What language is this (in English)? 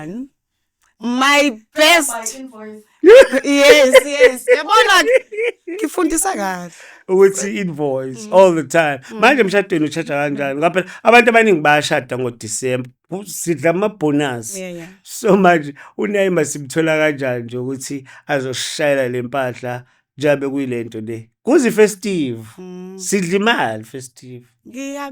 Zulu